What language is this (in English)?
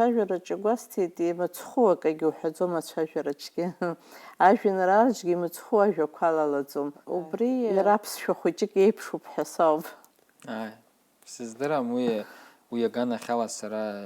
Abkhazian